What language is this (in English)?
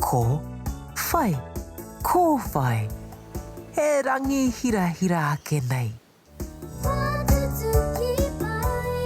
Māori